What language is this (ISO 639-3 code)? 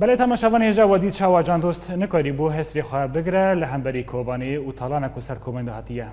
kur